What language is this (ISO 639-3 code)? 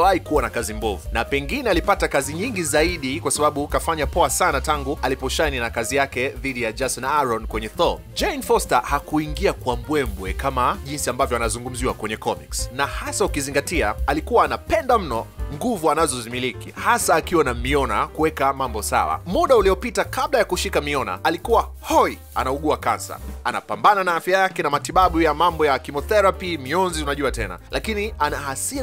swa